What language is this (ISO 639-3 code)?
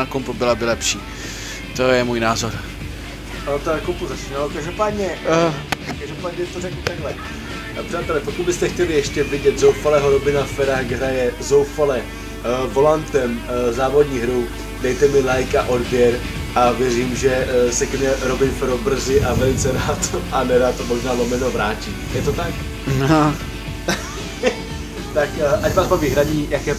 ces